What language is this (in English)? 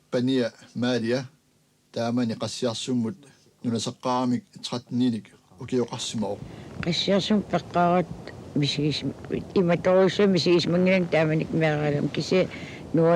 Kalaallisut